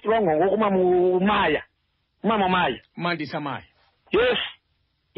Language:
Xhosa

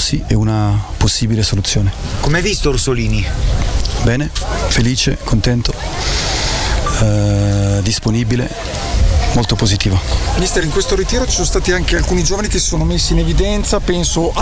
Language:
Italian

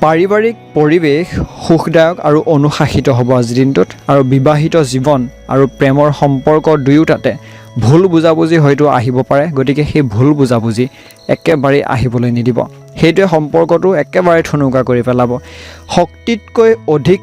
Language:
Assamese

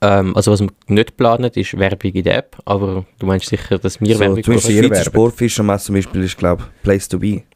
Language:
Swiss German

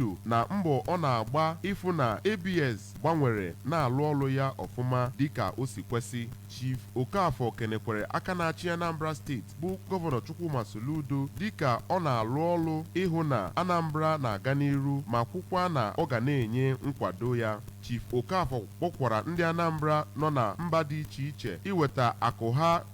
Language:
Igbo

